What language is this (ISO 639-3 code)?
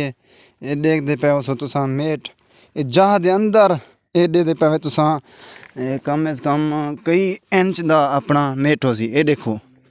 skr